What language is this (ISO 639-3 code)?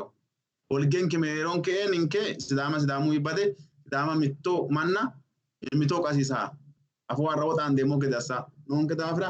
sid